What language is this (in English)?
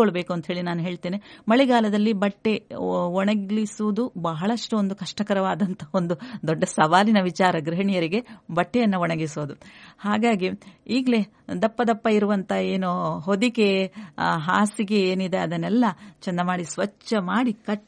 Kannada